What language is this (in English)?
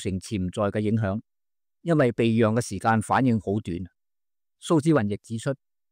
Cantonese